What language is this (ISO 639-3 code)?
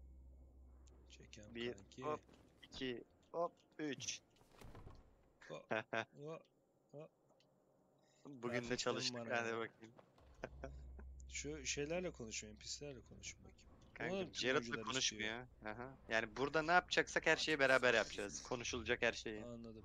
tur